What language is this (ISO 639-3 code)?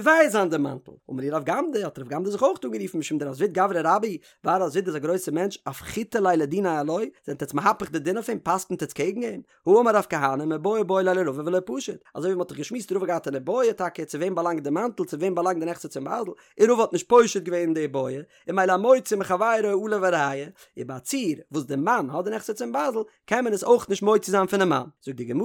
yid